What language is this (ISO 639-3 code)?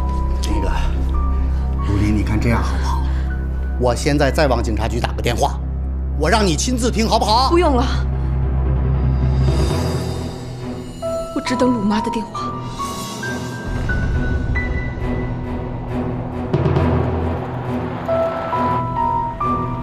zho